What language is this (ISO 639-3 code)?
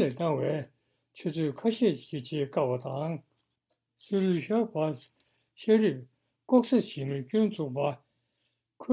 bod